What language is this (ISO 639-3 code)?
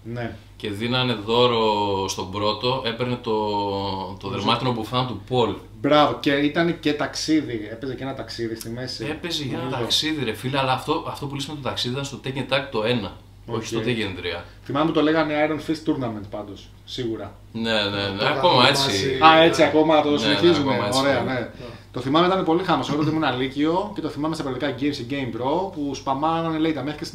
ell